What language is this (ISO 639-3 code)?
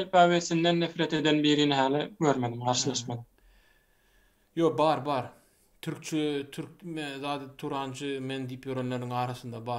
tuk